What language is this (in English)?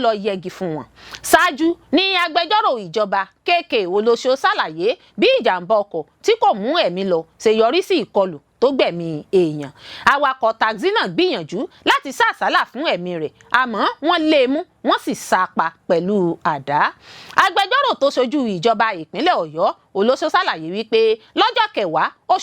Yoruba